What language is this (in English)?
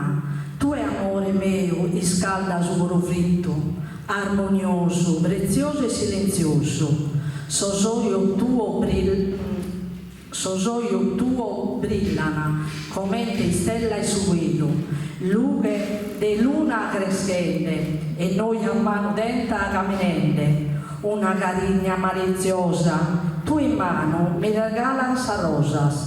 Sardinian